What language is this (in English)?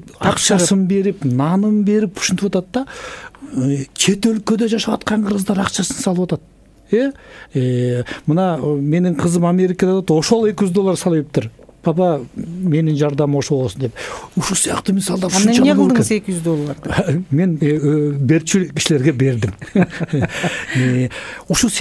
Kyrgyz